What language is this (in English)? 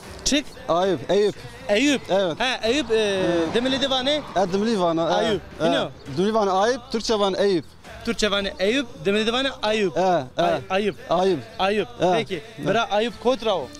Zaza